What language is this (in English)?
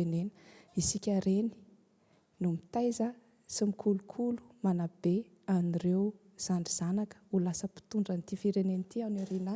Malagasy